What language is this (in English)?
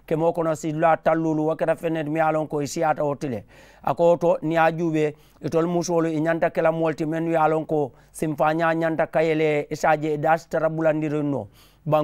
Mandingo